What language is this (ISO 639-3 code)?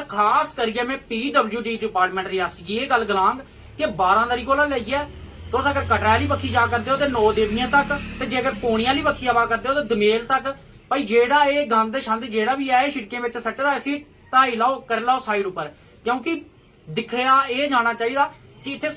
doi